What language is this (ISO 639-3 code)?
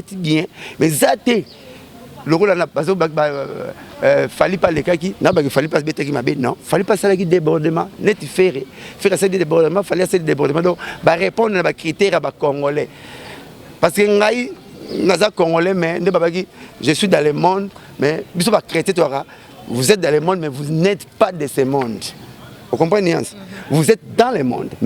lin